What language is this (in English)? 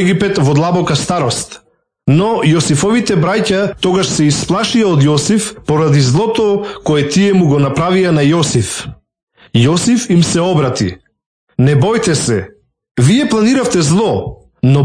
Macedonian